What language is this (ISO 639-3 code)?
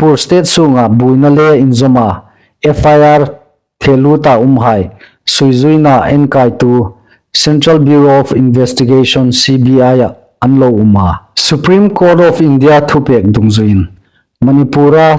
hmr